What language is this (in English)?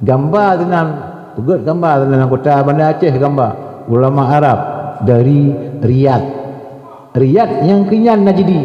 Achinese